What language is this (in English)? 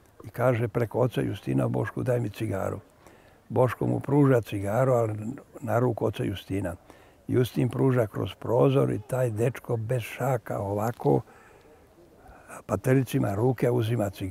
Serbian